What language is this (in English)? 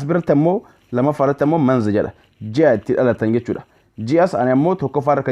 Oromo